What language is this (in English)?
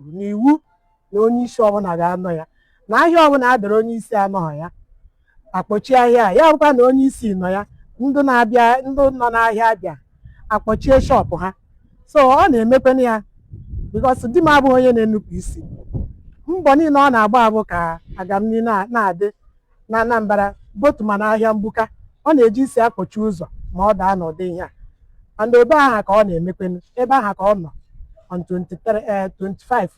Igbo